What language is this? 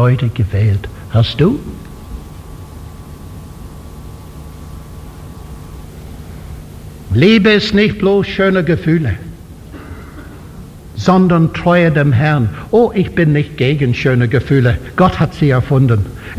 German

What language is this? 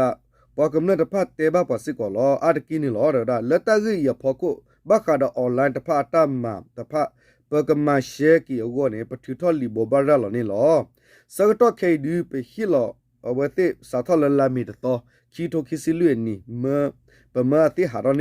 S'gaw Karen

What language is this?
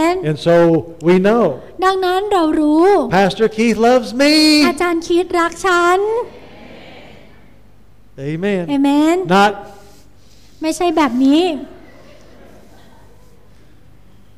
Thai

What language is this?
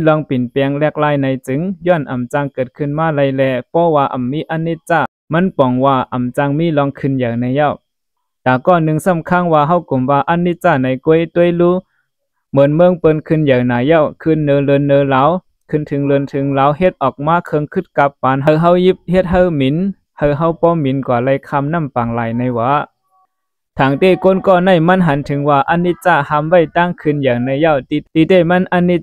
Shan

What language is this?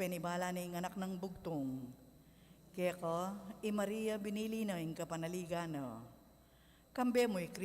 Pampanga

